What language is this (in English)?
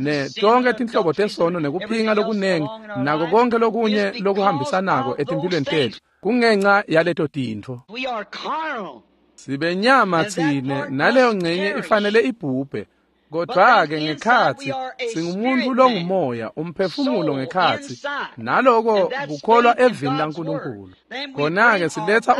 Swati